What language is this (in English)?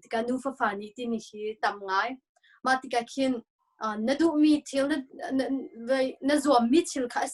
Hakha Chin